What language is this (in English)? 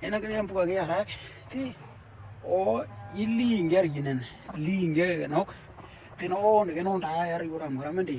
Western Dani